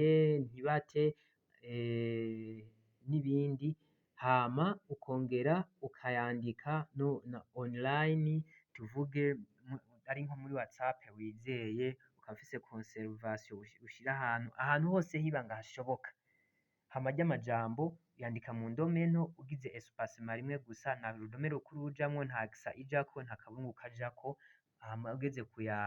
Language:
Rundi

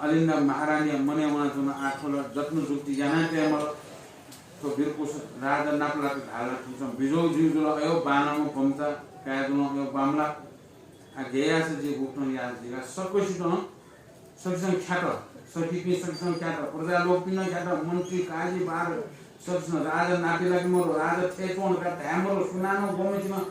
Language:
Newari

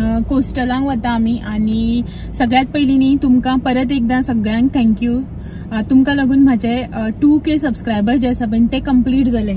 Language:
Konkani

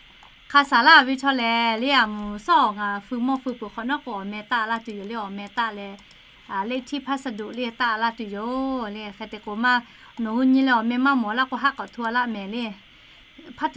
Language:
Lahu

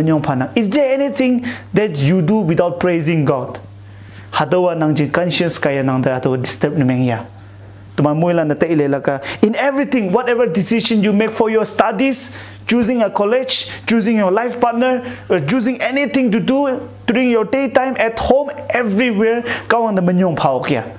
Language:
Konyak Naga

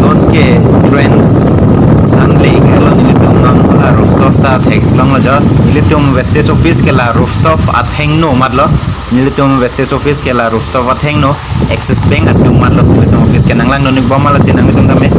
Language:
Karbi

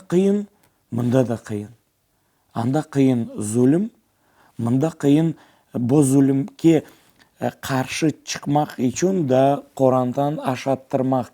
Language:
Crimean Tatar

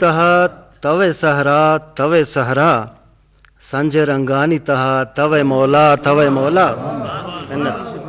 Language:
Eastern Balochi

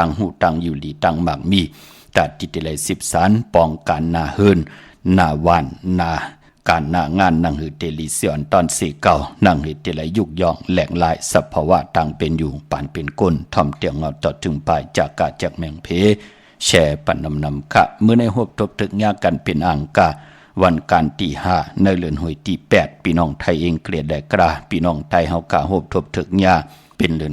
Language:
Shan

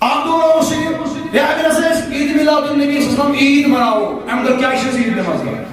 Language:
Kashmiri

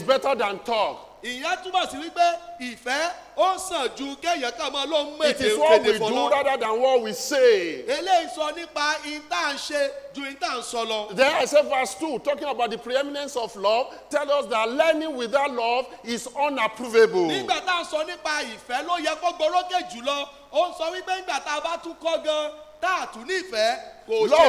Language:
Yoruba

